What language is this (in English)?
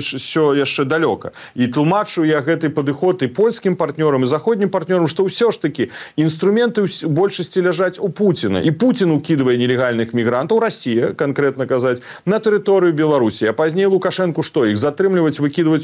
Belarusian